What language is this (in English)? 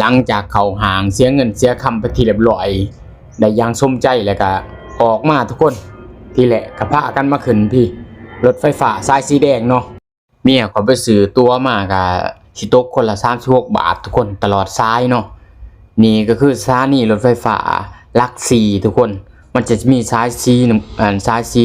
Lao